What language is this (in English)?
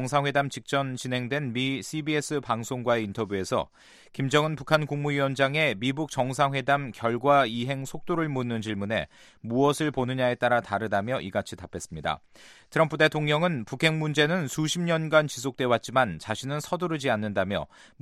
Korean